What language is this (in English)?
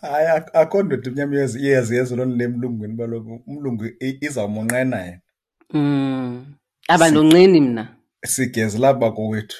Xhosa